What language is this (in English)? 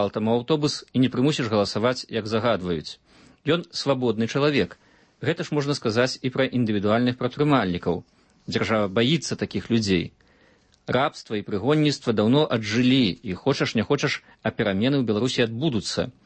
Belarusian